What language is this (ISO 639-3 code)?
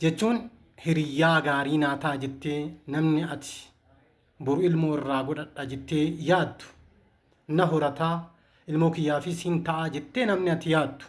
orm